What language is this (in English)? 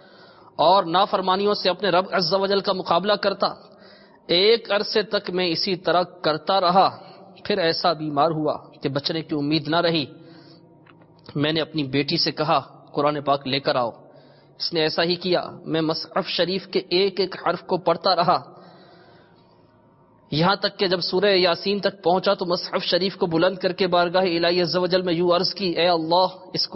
Urdu